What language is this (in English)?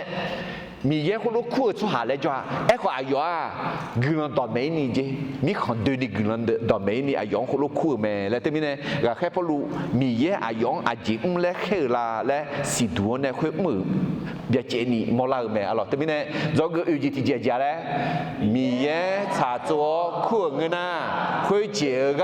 Akha